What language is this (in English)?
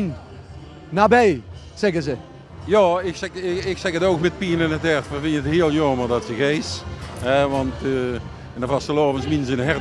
Limburgish